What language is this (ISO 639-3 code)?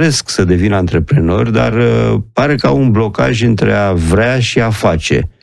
ron